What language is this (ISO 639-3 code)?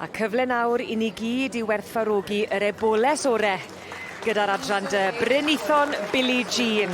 cym